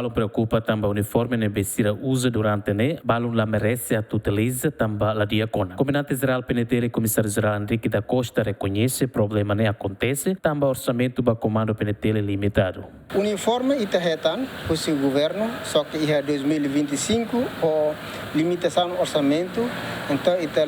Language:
Tetum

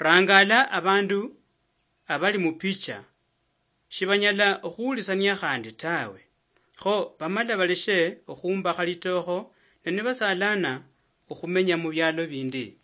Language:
Luyia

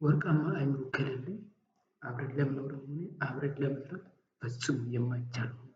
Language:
Amharic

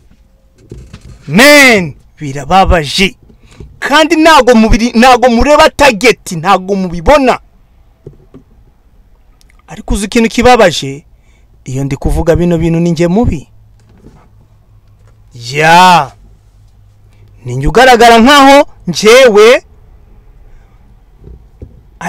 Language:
Kinyarwanda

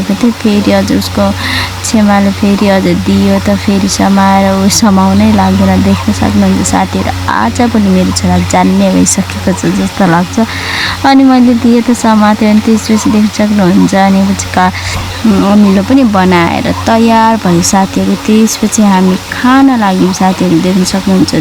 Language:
Nepali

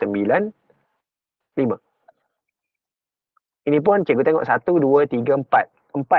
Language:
Malay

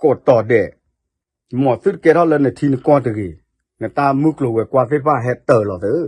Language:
S'gaw Karen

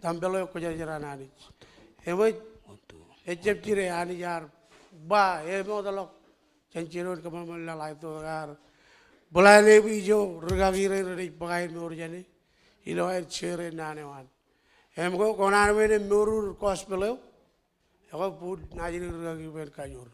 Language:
Marshallese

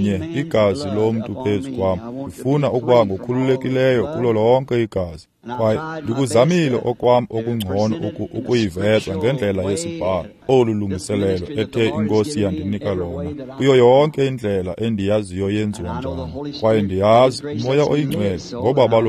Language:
Xhosa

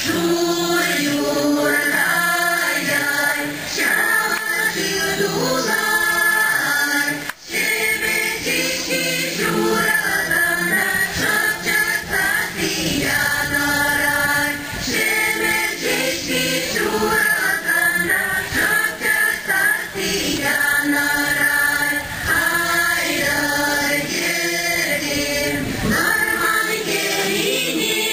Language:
Chuvash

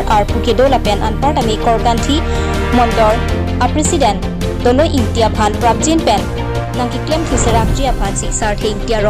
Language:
Karbi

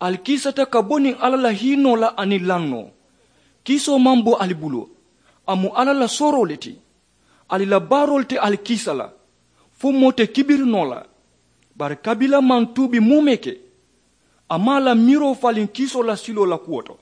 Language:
Mandingo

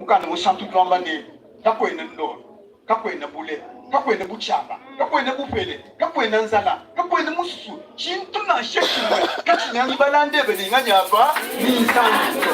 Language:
Luba-Lulua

